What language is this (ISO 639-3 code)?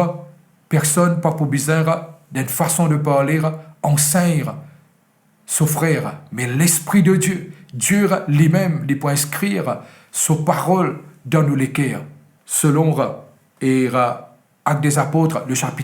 mfe